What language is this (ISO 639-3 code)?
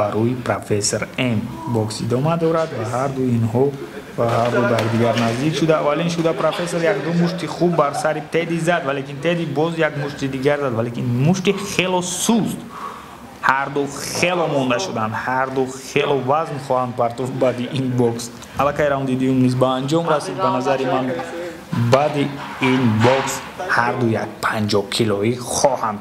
tgk